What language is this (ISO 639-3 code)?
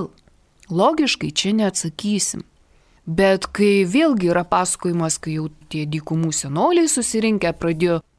lit